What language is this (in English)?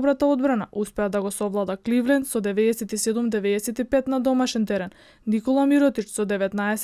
Macedonian